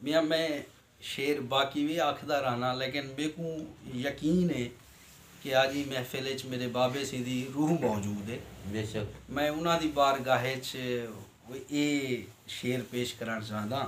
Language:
Saraiki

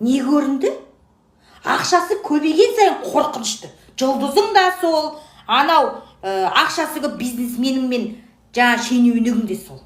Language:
Kazakh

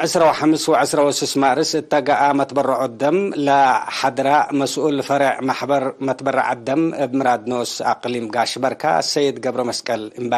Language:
Tigre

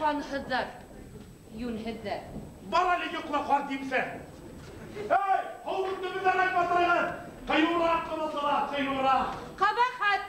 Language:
Bashkir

